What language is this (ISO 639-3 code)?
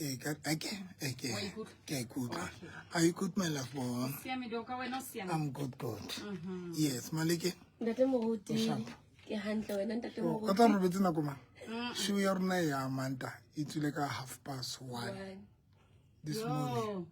sot